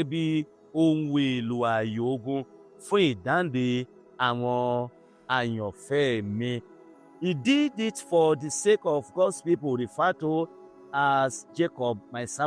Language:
Yoruba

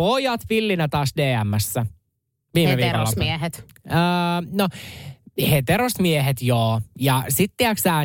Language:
Finnish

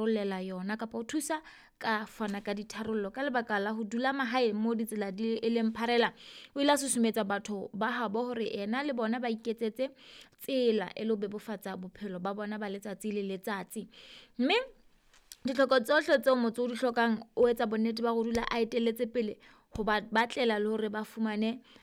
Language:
Southern Sotho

